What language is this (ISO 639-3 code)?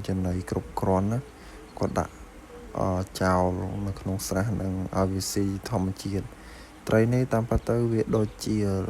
khm